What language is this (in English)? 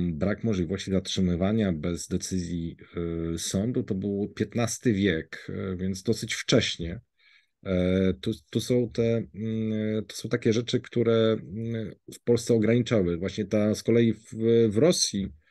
Polish